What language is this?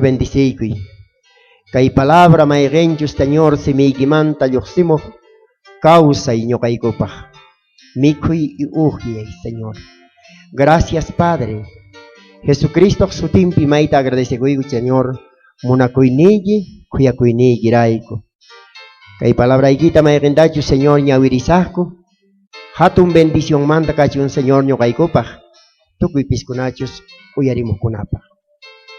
South Bolivian Quechua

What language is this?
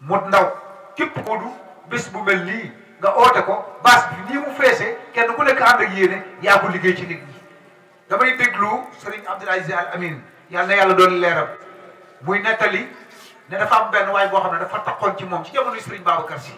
Wolof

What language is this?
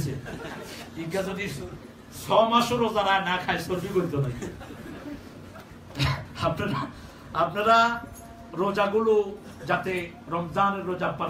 Bangla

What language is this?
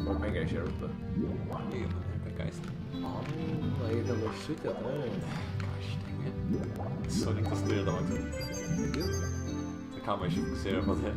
Faroese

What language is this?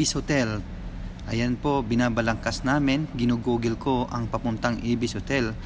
Filipino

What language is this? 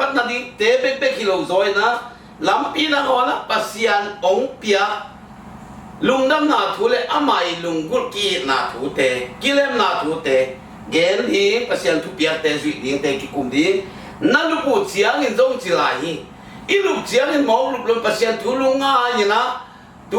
Tedim Chin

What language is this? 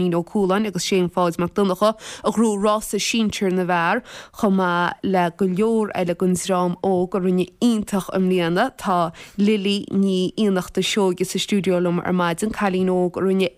Irish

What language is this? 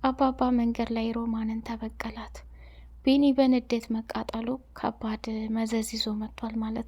Amharic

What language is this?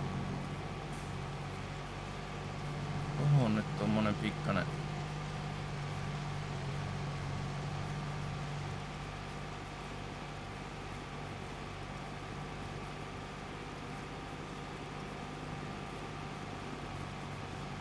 Finnish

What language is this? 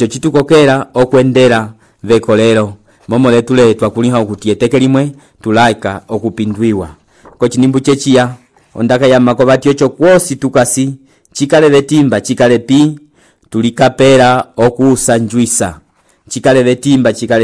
Umbundu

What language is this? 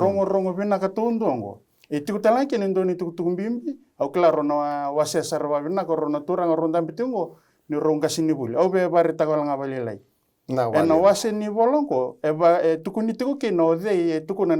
Fijian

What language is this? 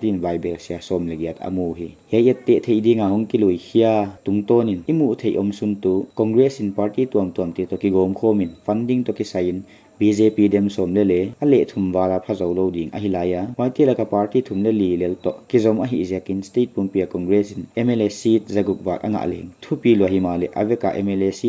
Paite Chin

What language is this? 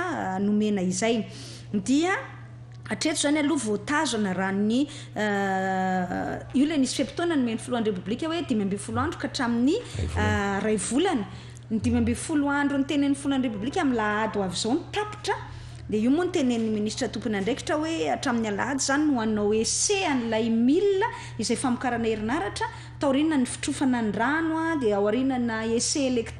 Malagasy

